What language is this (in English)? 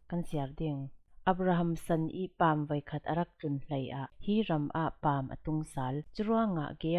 Falam Chin